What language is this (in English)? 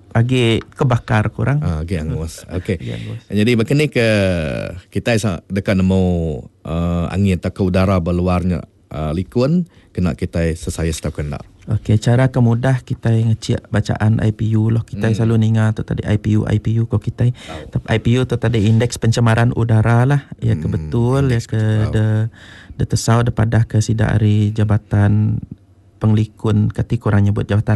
Iban